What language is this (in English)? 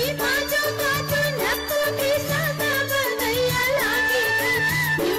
Newari